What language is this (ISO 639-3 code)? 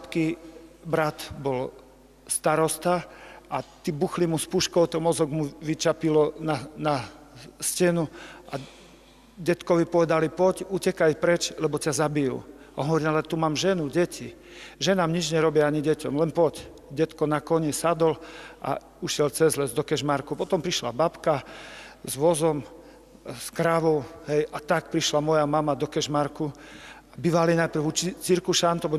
slk